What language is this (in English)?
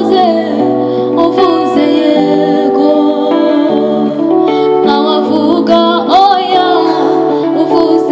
Kinyarwanda